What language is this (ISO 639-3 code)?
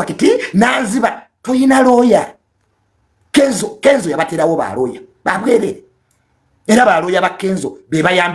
lug